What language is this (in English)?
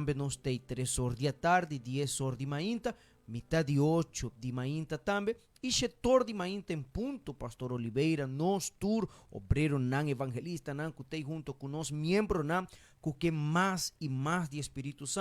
Papiamento